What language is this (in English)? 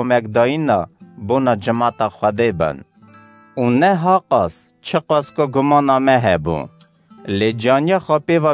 Kurdish